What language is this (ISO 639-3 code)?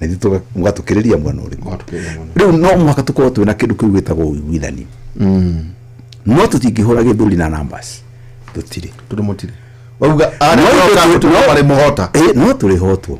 kik